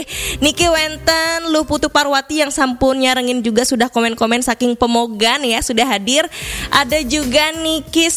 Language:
Balinese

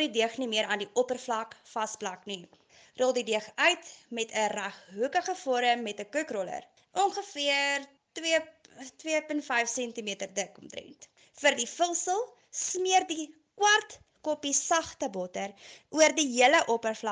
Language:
Afrikaans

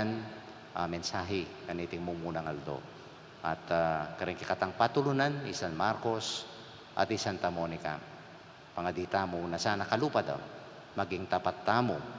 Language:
Pampanga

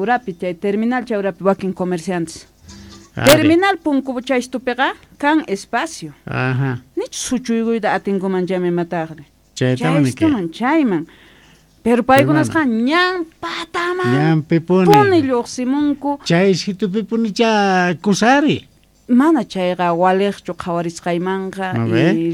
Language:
South Bolivian Quechua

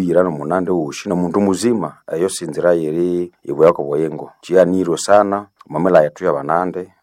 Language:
Nande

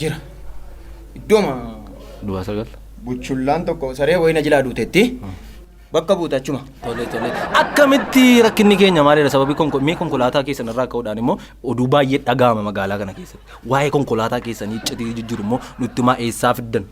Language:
Oromo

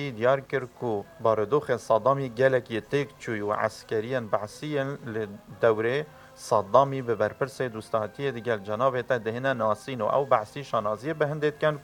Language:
Kurdish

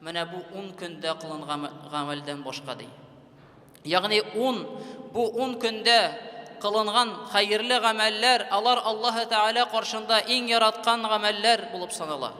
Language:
Tatar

